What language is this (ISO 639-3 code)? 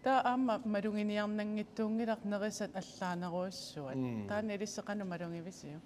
kal